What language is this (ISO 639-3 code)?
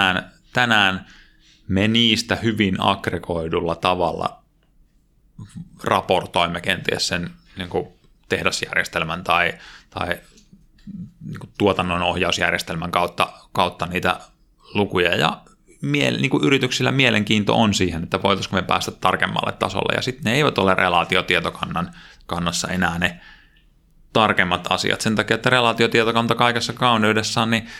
fin